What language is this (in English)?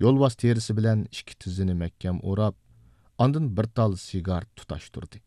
Uyghur